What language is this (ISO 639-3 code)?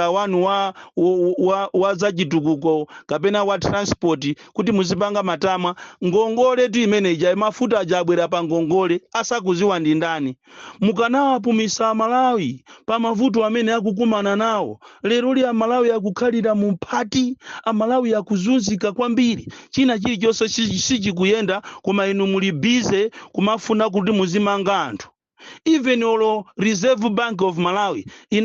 nya